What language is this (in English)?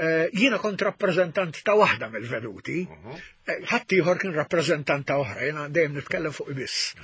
Maltese